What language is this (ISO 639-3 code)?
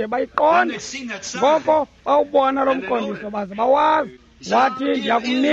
xho